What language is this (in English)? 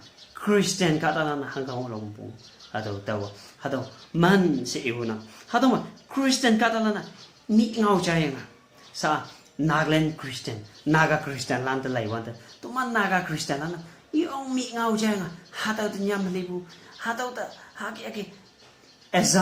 Konyak Naga